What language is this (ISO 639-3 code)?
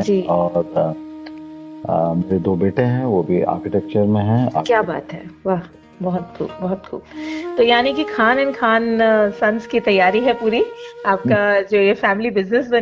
hin